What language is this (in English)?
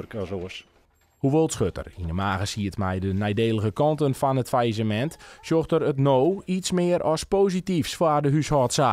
Western Frisian